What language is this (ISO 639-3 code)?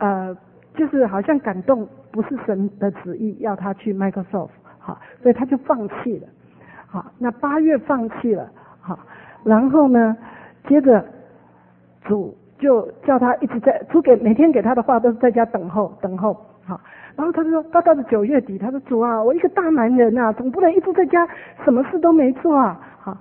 zho